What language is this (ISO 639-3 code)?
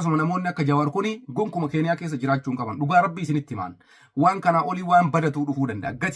orm